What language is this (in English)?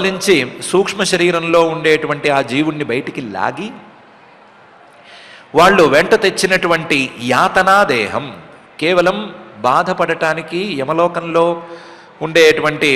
Telugu